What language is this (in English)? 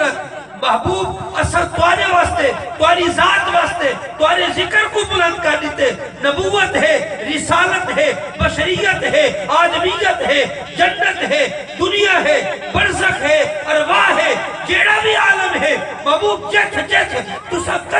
Saraiki